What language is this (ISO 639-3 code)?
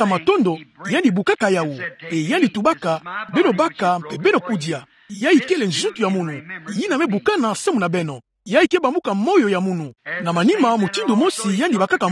ktu